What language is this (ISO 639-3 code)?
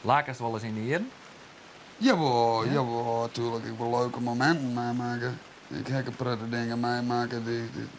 fry